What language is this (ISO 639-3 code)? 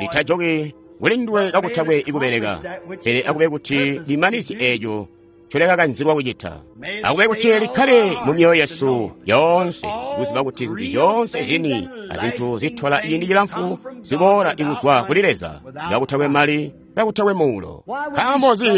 toi